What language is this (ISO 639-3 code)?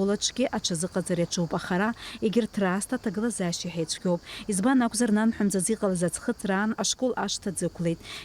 abk